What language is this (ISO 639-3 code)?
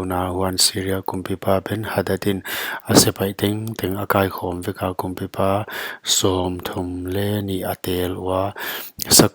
pck